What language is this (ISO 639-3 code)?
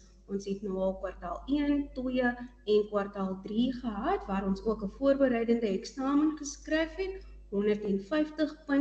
afr